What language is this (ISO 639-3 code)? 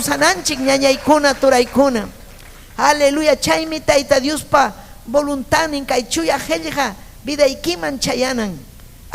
quy